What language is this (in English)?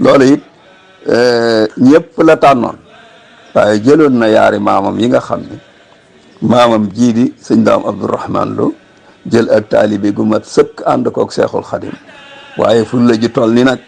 Wolof